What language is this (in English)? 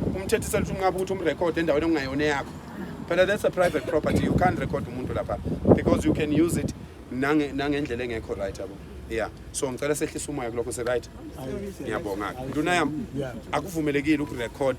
Zulu